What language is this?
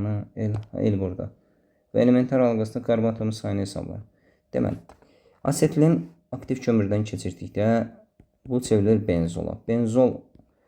Azerbaijani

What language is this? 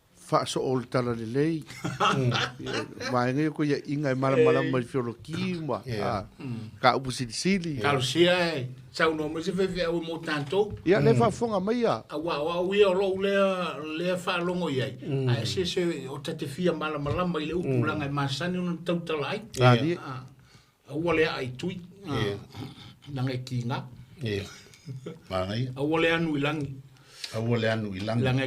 Samoan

